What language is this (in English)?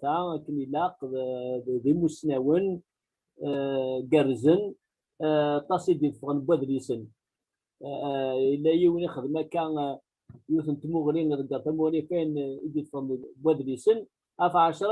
Kabyle